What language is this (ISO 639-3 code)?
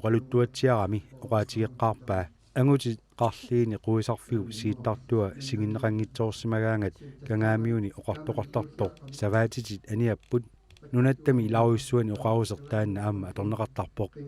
kal